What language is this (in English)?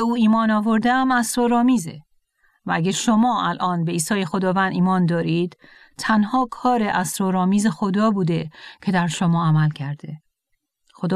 Persian